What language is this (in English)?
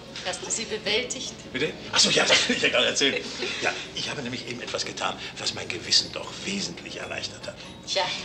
German